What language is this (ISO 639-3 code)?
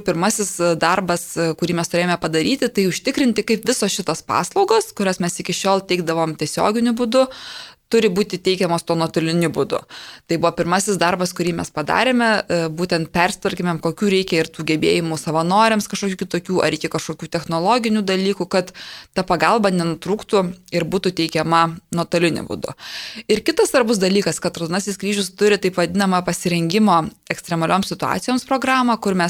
lit